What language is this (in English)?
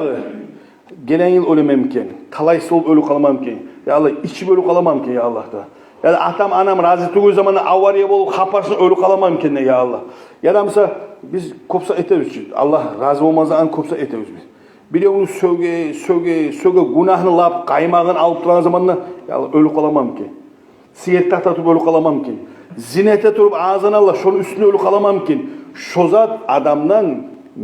Kumyk